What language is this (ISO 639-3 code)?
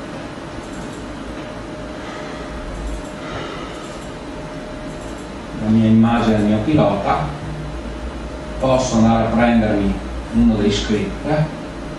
ita